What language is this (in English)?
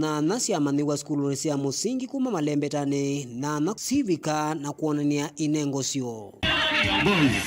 Kamba